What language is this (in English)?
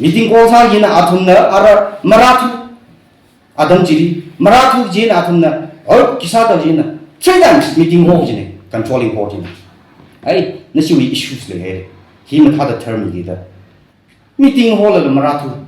Tangkhul Naga (India)